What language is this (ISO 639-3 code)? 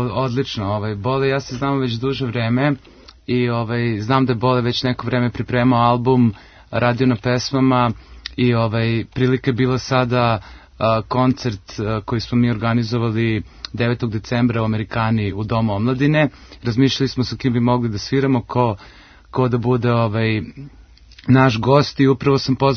srp